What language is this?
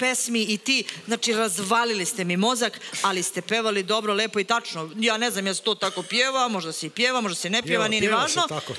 Serbian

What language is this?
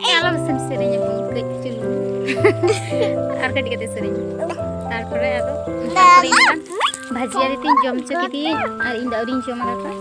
Santali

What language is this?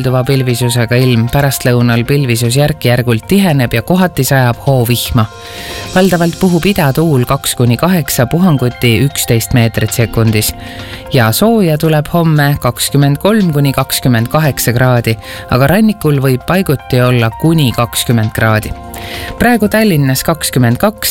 Estonian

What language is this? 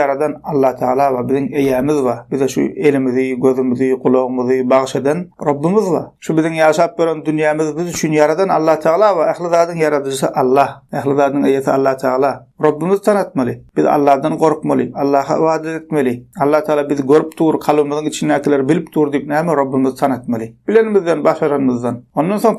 Turkmen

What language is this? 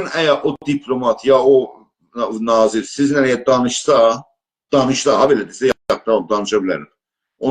South Azerbaijani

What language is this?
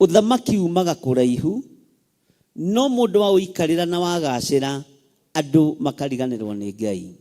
Kikuyu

